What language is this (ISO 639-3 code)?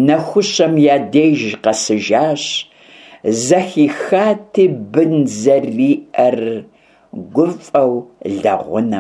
kbd